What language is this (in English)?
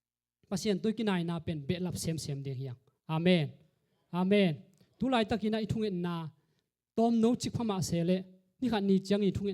Tedim Chin